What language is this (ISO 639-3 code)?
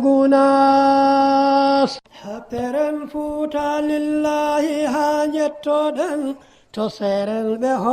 ful